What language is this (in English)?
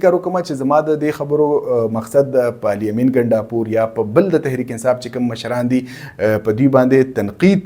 Pashto